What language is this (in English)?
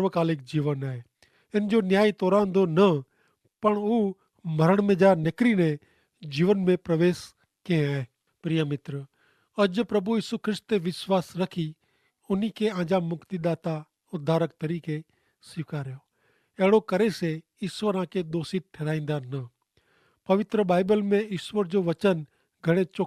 Kachhi